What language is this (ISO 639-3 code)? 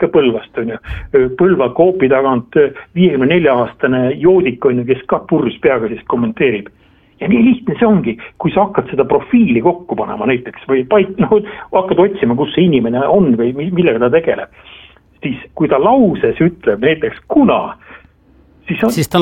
est